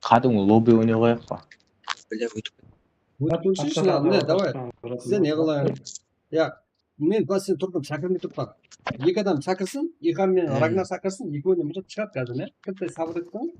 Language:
Kara-Kalpak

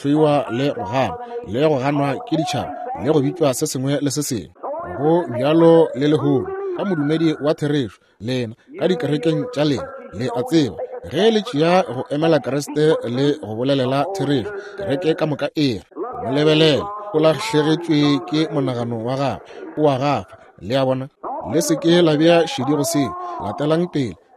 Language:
Northern Sotho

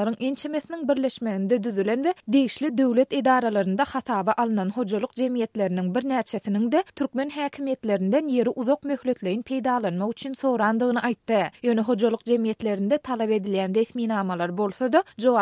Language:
Turkmen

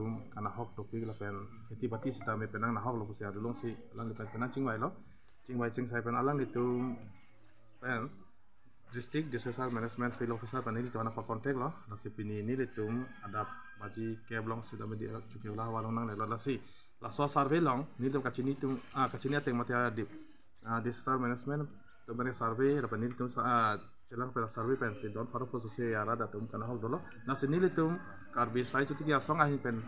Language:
Karbi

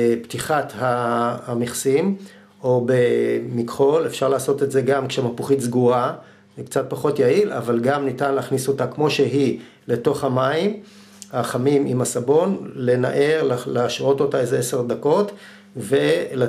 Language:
Hebrew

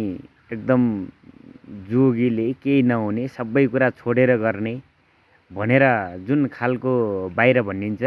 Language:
Nepali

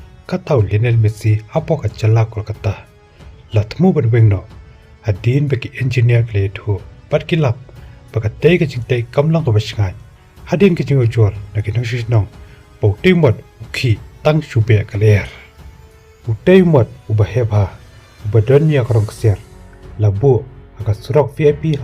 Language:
Khasi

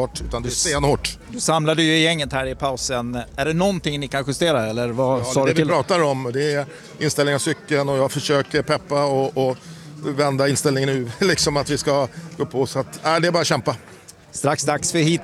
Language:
Swedish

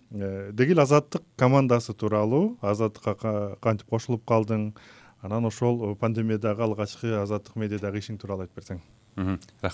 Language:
Kyrgyz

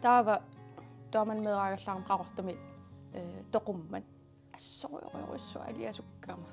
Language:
Kalaallisut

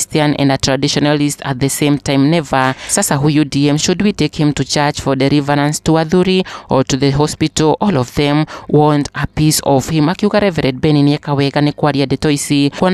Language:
Kikuyu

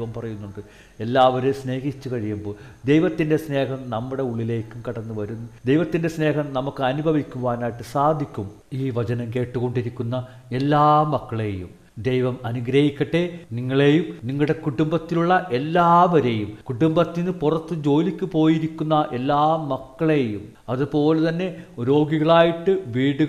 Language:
Malayalam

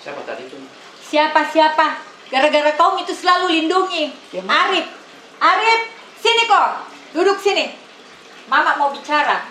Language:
Makassar Malay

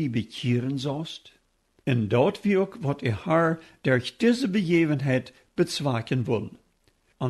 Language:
Plautdietsch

